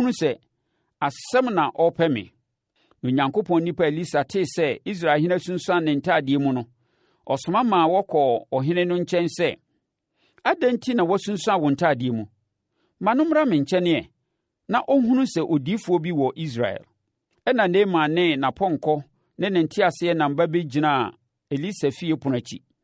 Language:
Akan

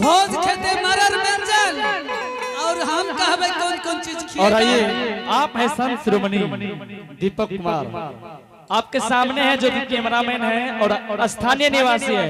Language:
Angika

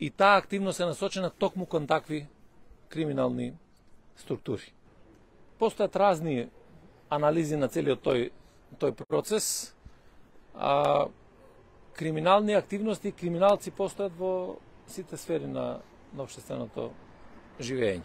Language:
Macedonian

